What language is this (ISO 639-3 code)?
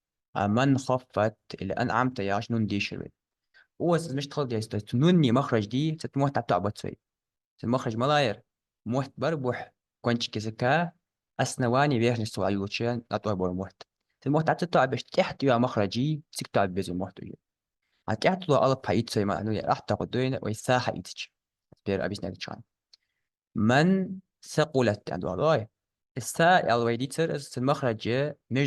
inh